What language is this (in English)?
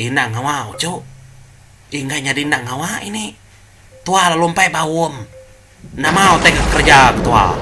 Iban